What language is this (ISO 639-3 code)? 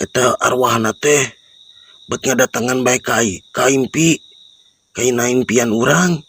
sun